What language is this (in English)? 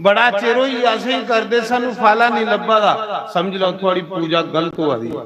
Dogri